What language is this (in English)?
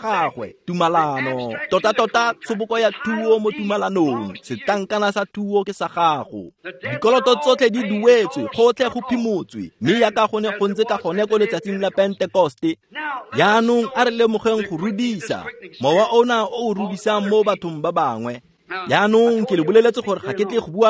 Tswana